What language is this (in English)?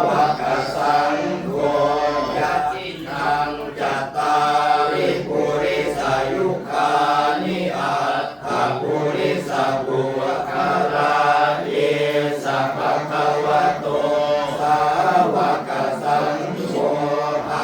Pali